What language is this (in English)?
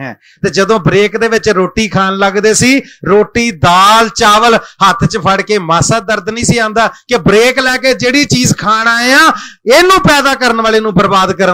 Punjabi